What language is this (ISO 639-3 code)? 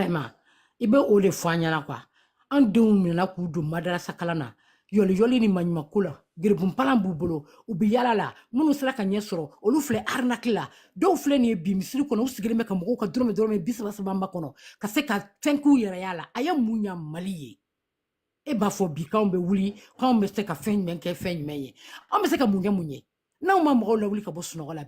bam